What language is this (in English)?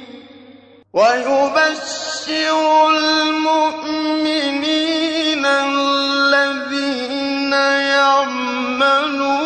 Urdu